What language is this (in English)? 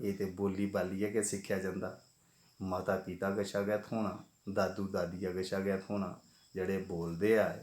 Dogri